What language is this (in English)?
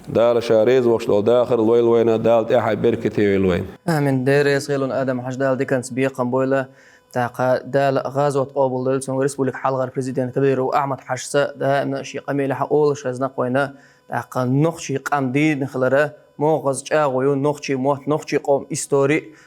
Chechen